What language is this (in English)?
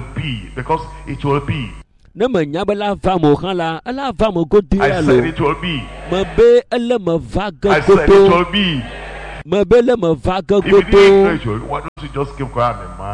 Ewe